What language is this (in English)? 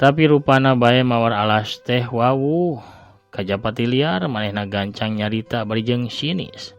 Sundanese